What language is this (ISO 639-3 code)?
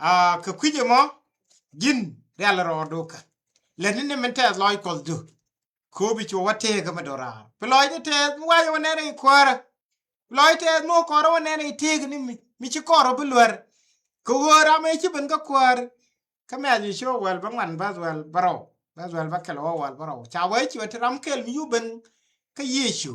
nus